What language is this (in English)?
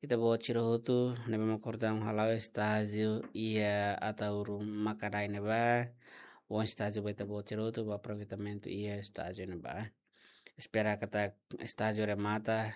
Tetum